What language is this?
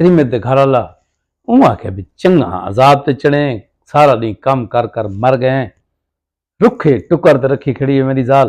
Saraiki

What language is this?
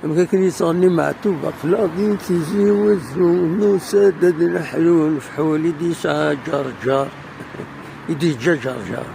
Kabyle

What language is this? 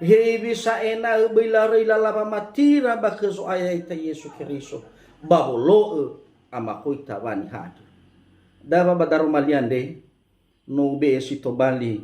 Nias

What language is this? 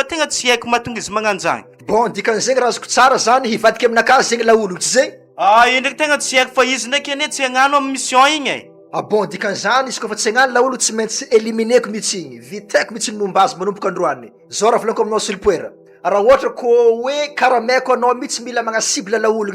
Malagasy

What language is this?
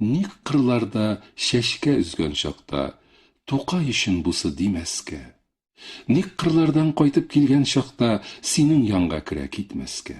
Tatar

